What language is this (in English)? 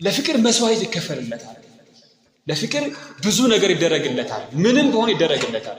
Amharic